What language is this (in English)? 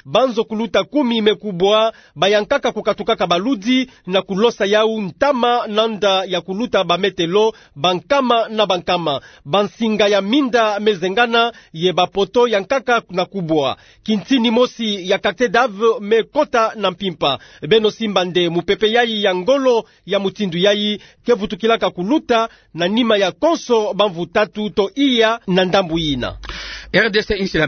Kituba (Democratic Republic of Congo)